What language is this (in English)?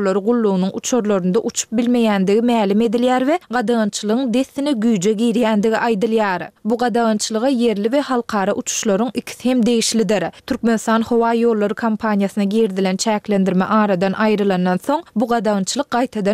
Turkmen